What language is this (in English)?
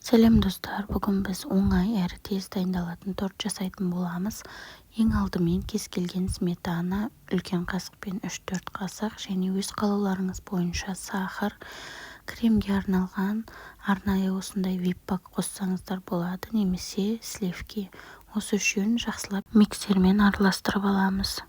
Kazakh